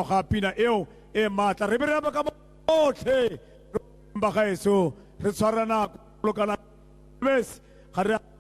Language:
Tswana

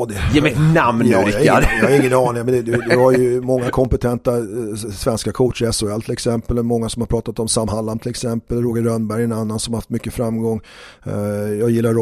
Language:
Swedish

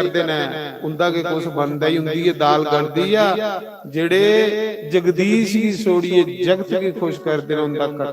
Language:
Dogri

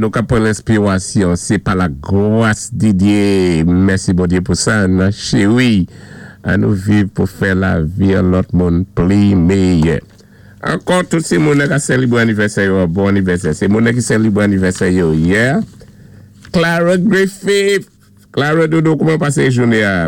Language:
Saint Lucian Creole French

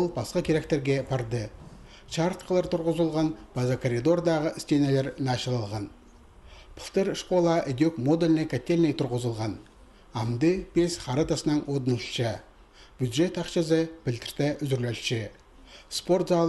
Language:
Khakas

